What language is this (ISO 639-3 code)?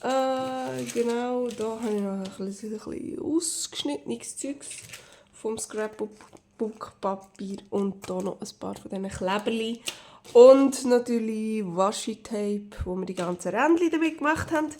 gsw